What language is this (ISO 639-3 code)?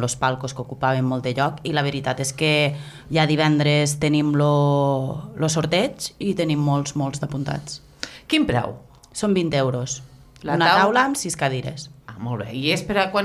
cat